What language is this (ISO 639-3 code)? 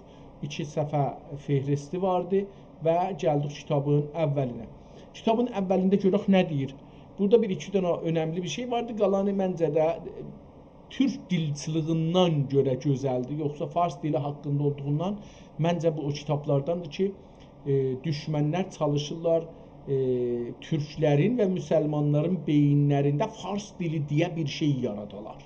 azb